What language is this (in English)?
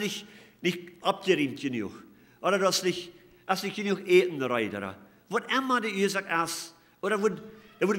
Plautdietsch